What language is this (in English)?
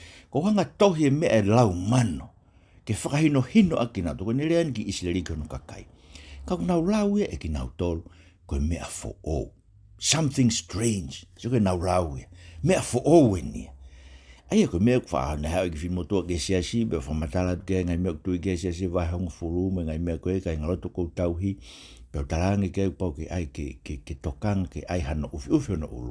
Tongan